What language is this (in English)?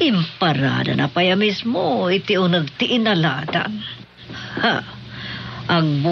Iloko